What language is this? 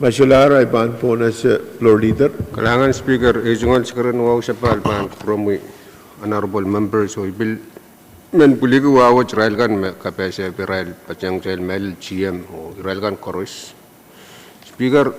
Pohnpeian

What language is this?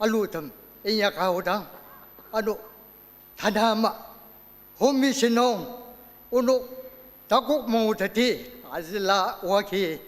Ao Naga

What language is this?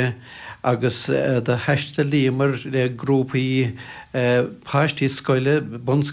Irish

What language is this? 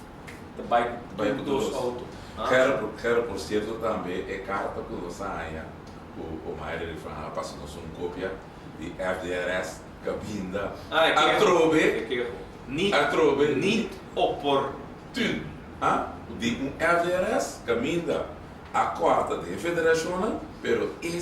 Papiamento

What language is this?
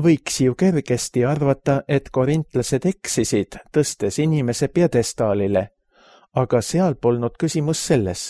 Estonian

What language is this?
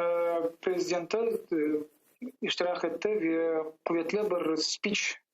Crimean Tatar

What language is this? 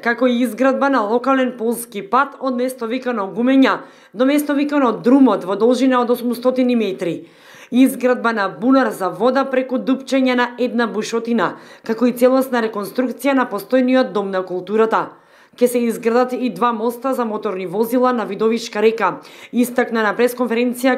Macedonian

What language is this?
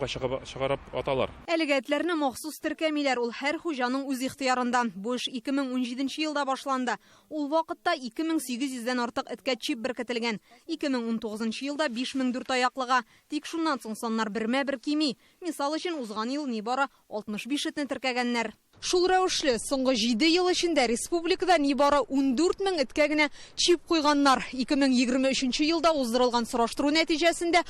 Tatar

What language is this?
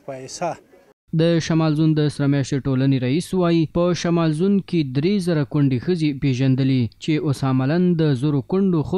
Pashto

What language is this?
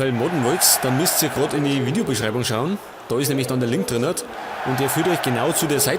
Bavarian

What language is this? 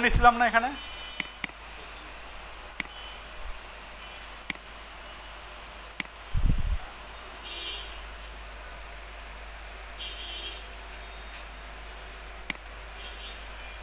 Bangla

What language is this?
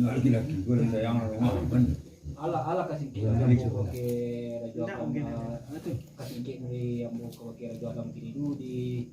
Minangkabau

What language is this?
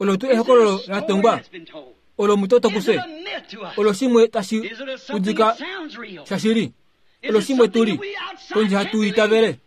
Kuanyama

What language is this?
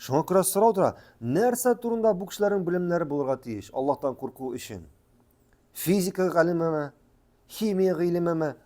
Tatar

